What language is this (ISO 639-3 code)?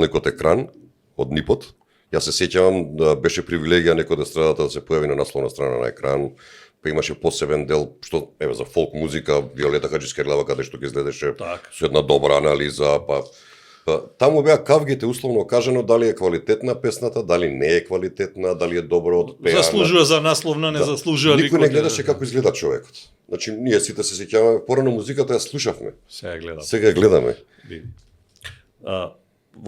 mkd